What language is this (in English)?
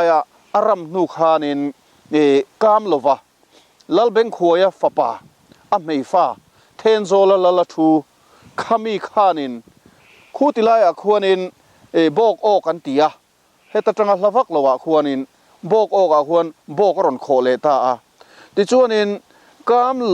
Mizo